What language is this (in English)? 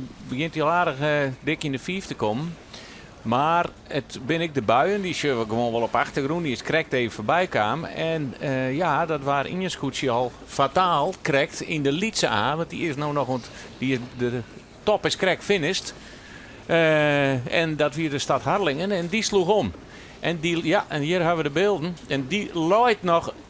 Western Frisian